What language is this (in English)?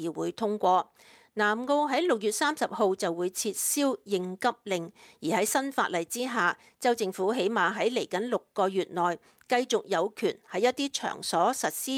Cantonese